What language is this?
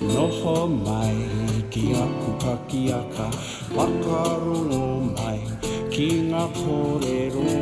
Māori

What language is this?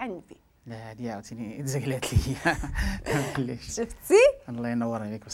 Moroccan Arabic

